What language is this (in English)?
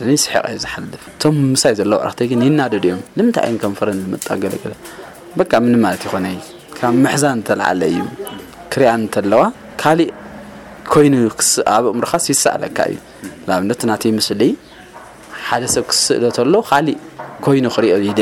Tigrinya